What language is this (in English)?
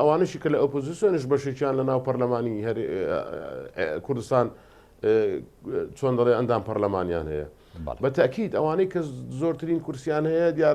Central Kurdish